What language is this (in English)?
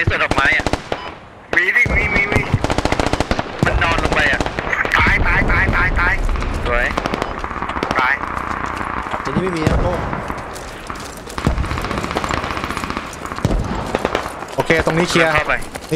Thai